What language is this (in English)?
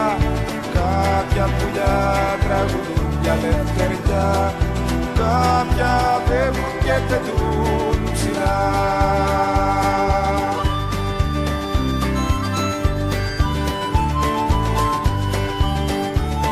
Greek